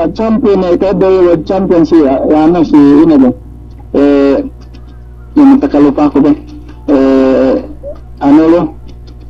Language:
Yakan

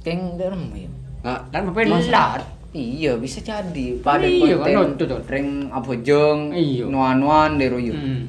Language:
Madurese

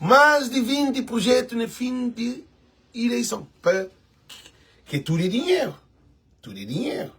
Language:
Kabuverdianu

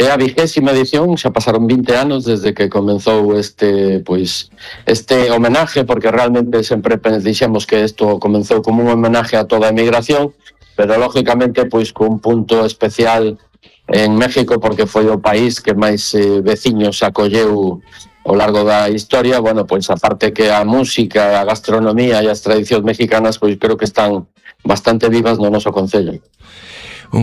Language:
Galician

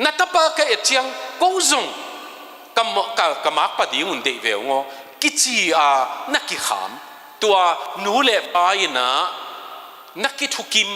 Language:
Tedim Chin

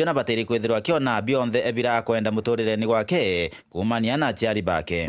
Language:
Meru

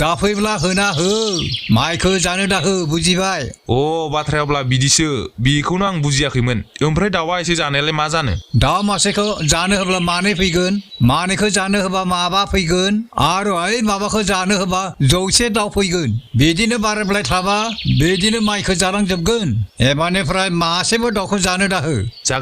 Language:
Bodo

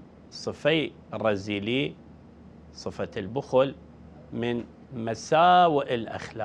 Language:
Southern Kurdish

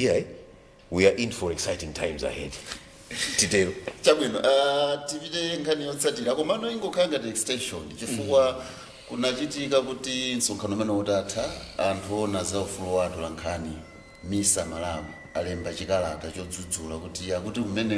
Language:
Nyanja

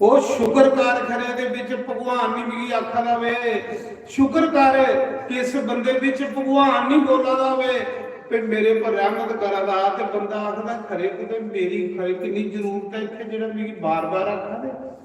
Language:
Dogri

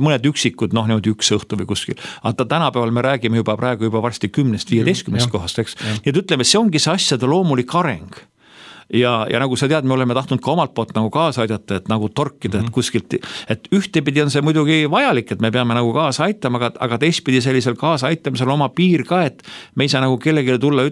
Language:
Estonian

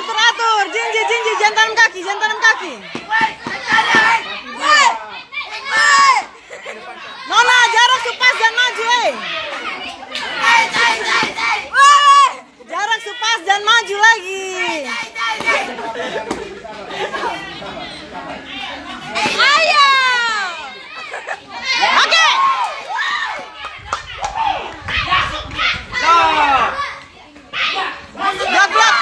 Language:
Indonesian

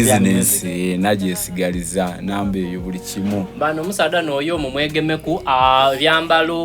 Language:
Soga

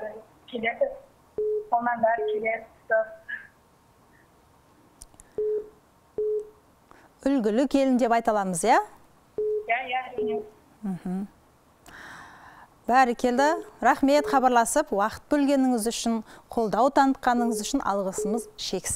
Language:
Kazakh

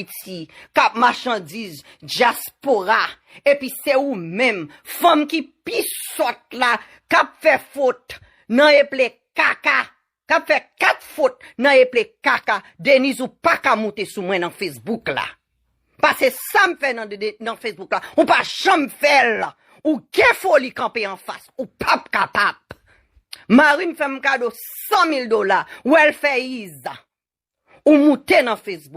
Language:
Haitian Creole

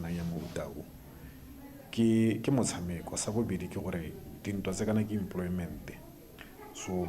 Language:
Tswana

